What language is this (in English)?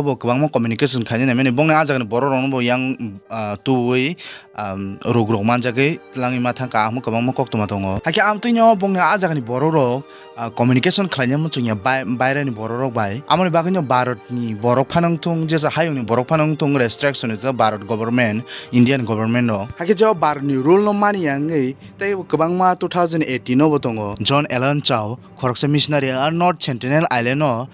Kok Borok